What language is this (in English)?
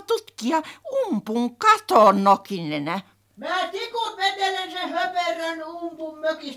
Finnish